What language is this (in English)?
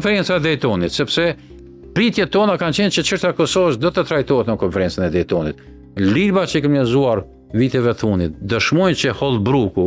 Albanian